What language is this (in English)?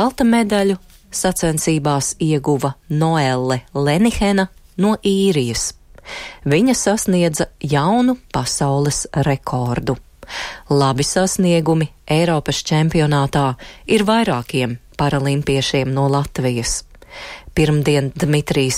Latvian